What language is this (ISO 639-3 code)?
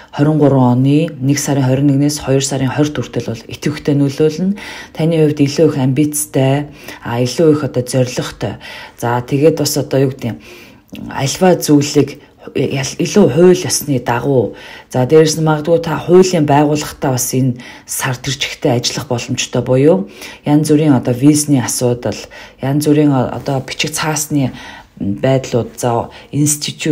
mon